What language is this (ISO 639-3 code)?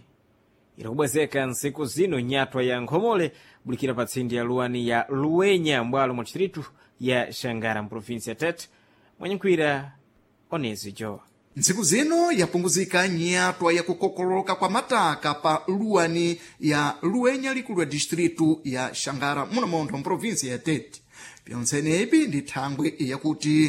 seh